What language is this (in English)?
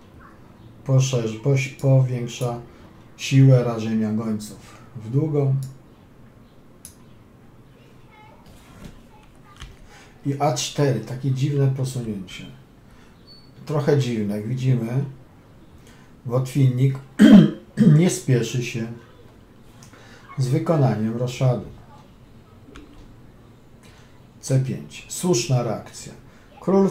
Polish